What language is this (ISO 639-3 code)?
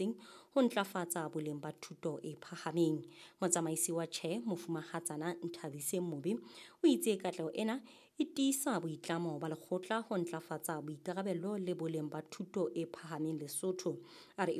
sot